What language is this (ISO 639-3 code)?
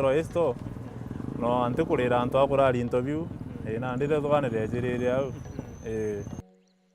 mer